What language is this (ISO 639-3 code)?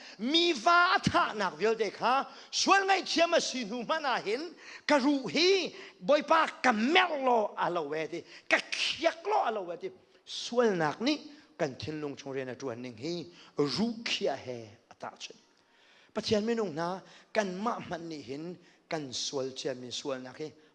cnh